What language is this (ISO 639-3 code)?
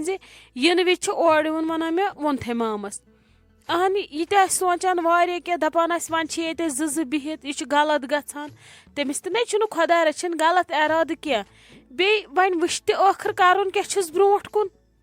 kas